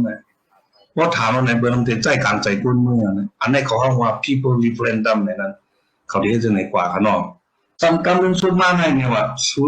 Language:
Shan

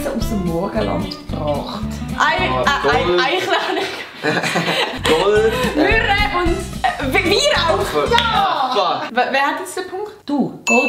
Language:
Swiss German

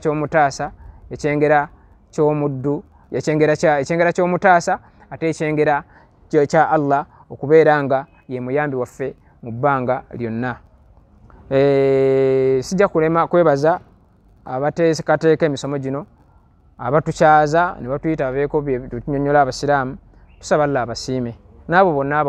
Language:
Ganda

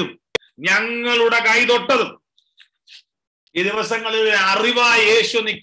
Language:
Malayalam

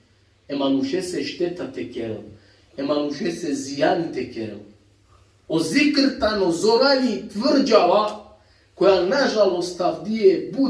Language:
Balkan Romani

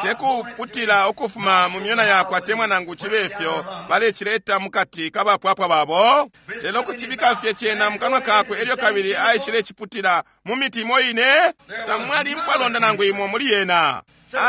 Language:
Bemba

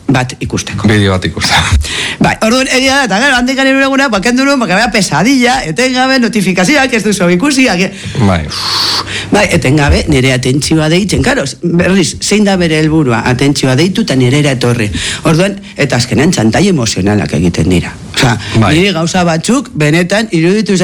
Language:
Basque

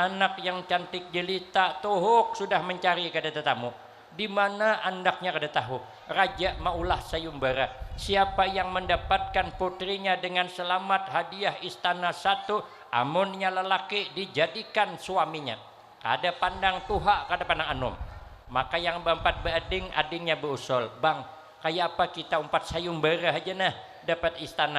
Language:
Banjar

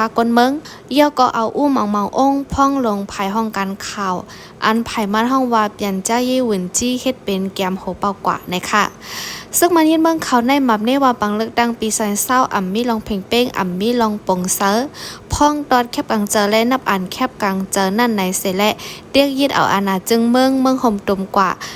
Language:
Shan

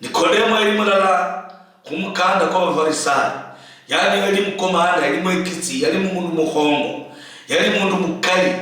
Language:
Luyia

